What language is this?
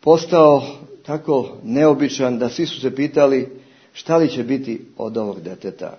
Serbian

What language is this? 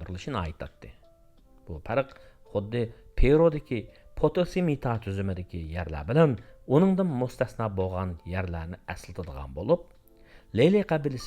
Uyghur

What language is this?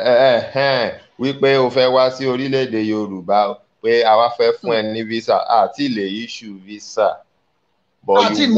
Yoruba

